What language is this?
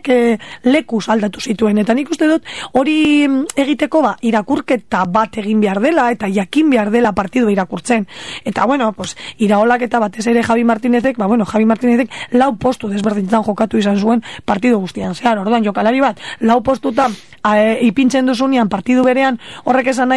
Basque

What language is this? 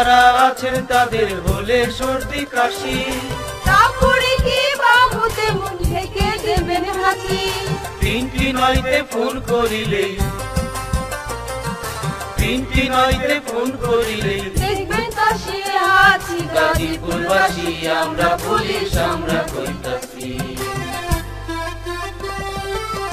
Bangla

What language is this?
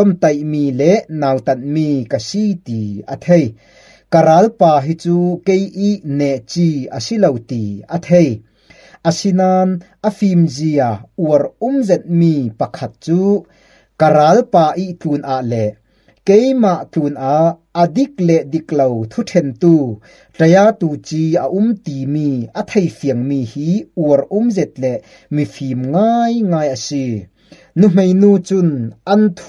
Falam Chin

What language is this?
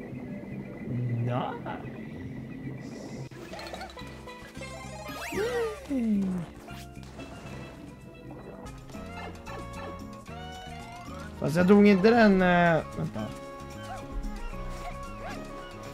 Swedish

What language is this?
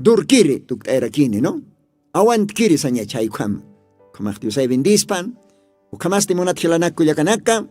Aymara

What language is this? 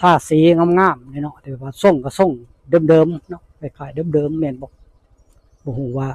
Northeastern Thai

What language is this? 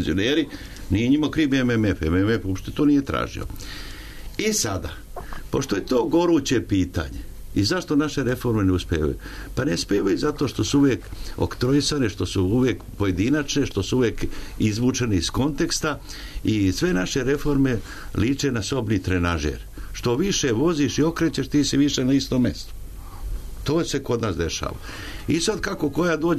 Serbian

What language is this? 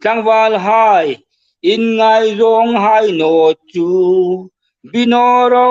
Hmar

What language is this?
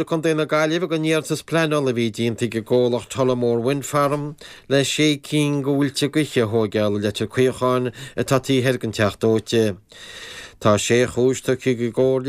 Irish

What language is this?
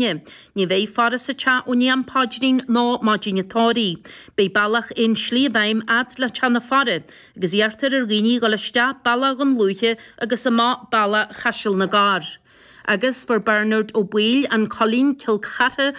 Irish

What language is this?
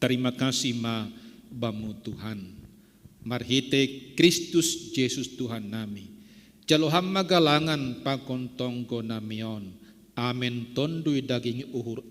Batak Simalungun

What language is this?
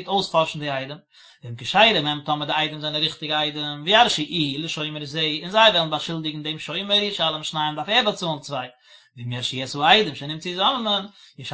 Yiddish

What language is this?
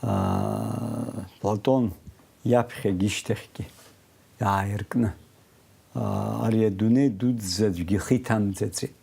Abkhazian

